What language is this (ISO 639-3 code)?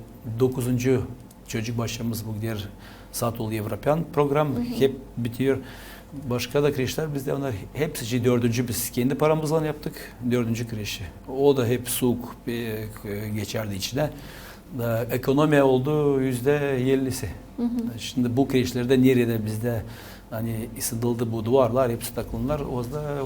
gag